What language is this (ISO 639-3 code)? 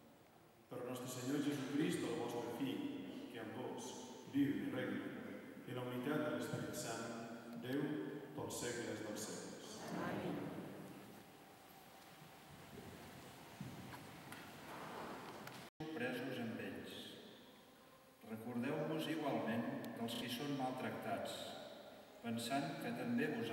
cat